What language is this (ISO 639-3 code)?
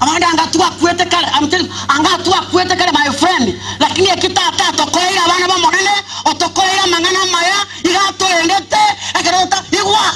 guz